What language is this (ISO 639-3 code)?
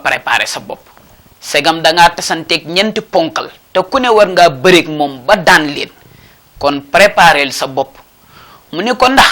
wol